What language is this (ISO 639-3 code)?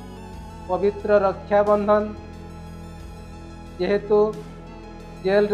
ori